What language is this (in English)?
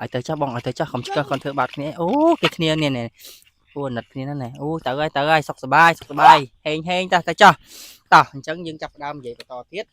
Khmer